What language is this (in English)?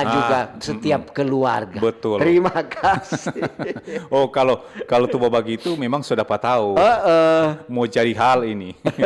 Manado Malay